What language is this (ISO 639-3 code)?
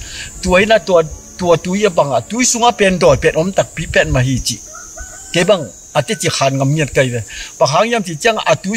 ctd